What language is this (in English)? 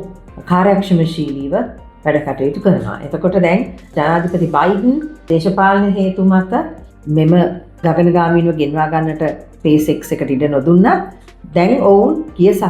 Sinhala